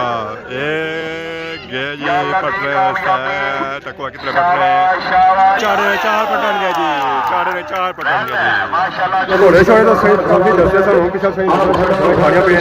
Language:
Pahari-Potwari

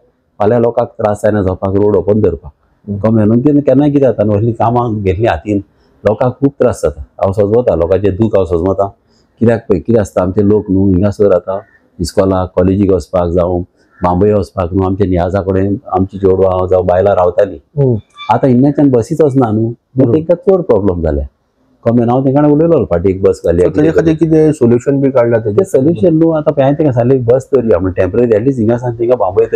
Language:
Konkani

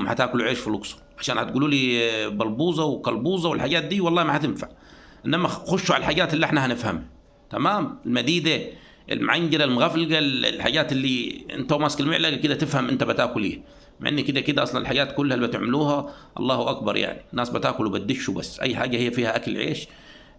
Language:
Egyptian Arabic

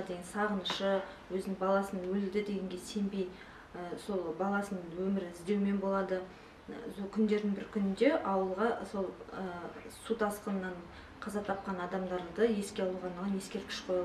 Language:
Kazakh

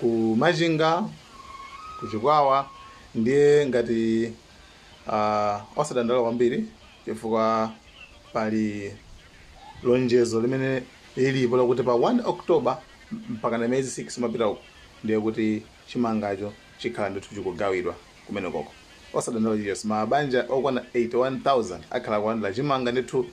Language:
Nyanja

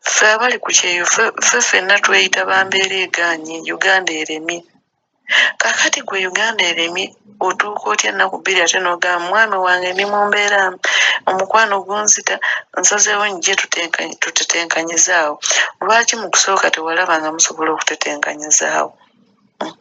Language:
Ganda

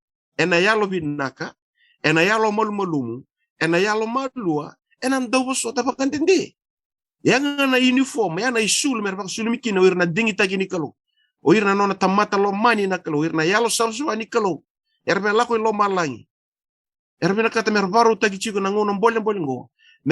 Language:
Fijian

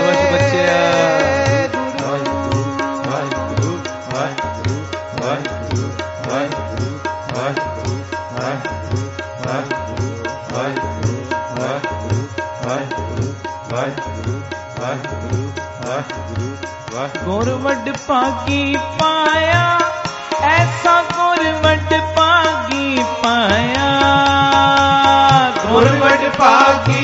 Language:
Punjabi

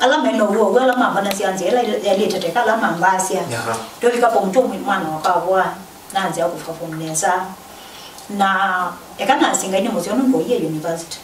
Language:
Kamba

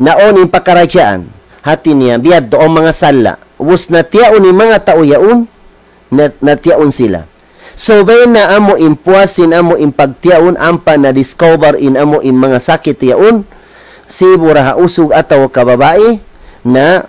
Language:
Tausug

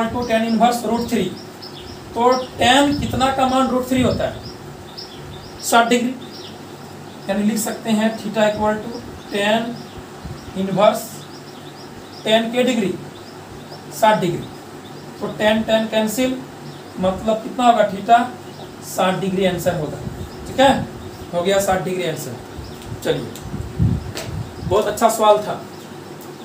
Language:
Hindi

